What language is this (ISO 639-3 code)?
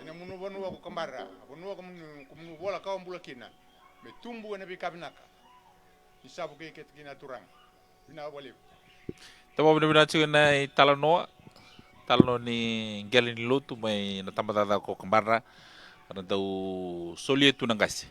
fij